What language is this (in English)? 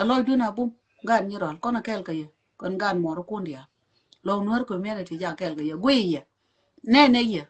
Nuer